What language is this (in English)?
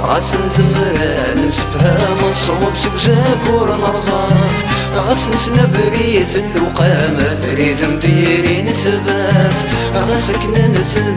Kabyle